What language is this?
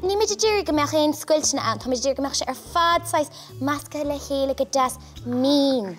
Irish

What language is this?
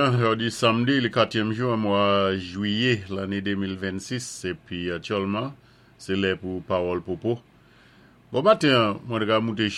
Saint Lucian Creole French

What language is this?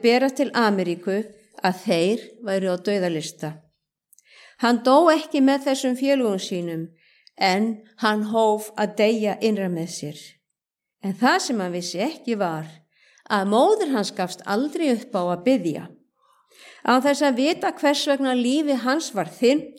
Icelandic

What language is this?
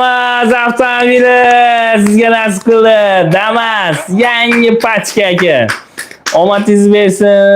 Uzbek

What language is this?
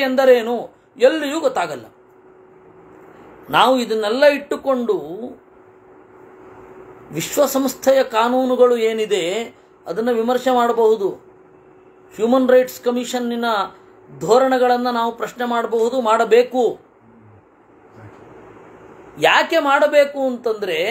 Kannada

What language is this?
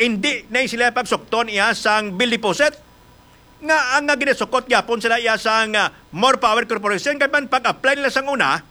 Hiligaynon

